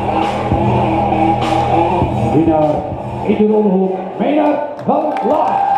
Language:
Dutch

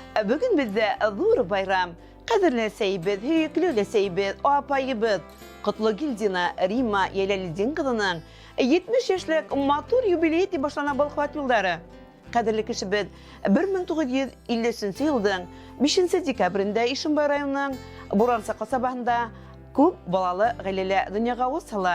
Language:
Bashkir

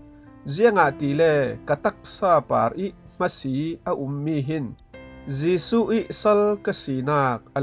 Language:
Falam Chin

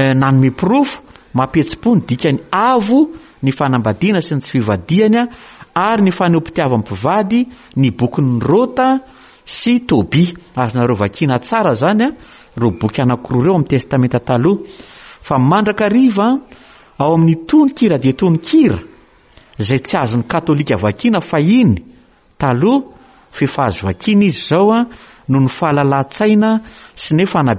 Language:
Malagasy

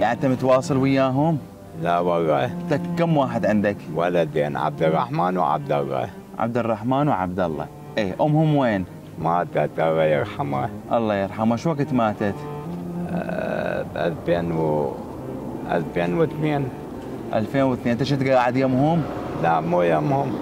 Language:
Mesopotamian Arabic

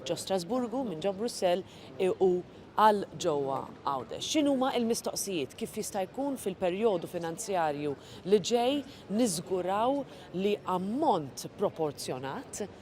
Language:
Maltese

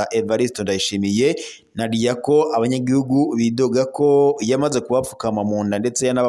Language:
Rundi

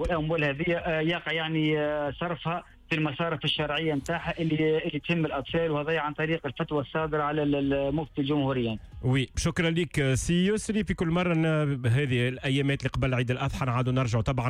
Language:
Tunisian Arabic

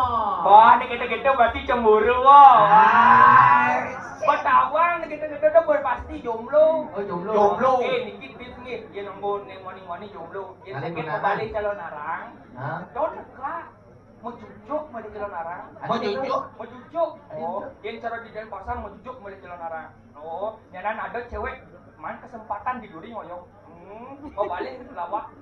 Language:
Balinese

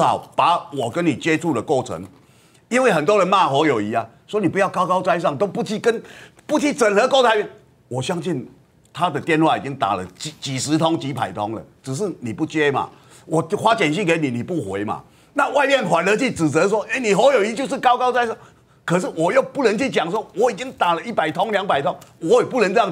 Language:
Chinese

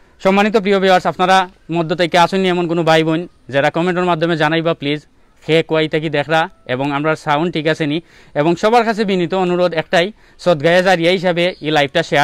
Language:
Sylheti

